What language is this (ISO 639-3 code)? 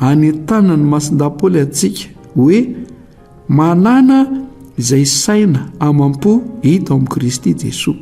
mlg